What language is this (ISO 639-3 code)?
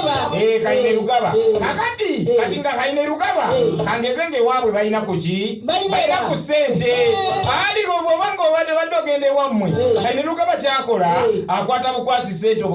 lug